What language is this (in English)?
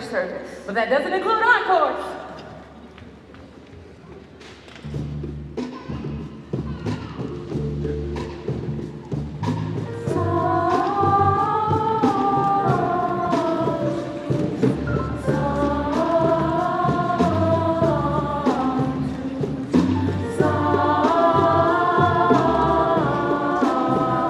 English